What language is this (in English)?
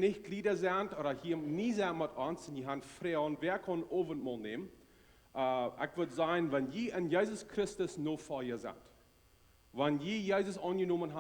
Plautdietsch